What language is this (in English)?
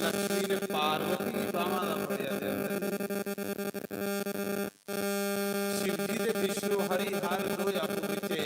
Dogri